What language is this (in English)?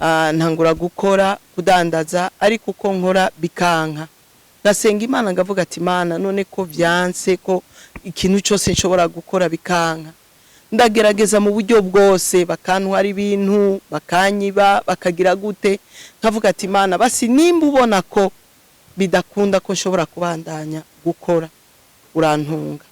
Rundi